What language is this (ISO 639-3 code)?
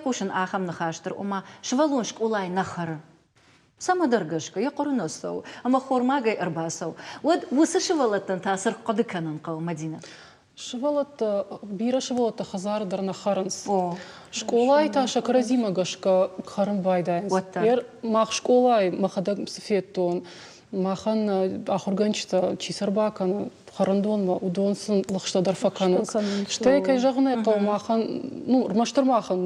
oss